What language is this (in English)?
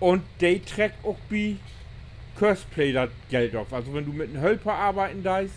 Low German